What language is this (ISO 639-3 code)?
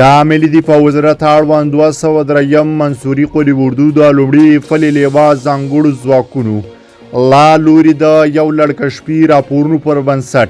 pus